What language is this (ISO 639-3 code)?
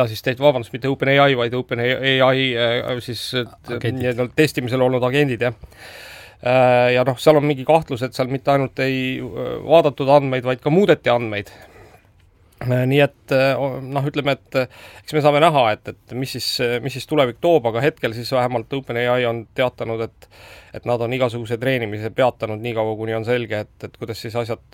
est